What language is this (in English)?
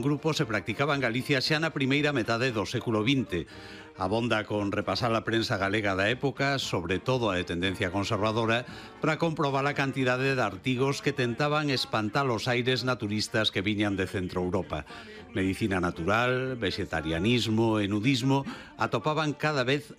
Galician